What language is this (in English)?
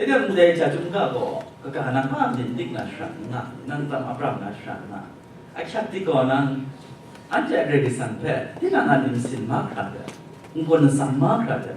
Kachin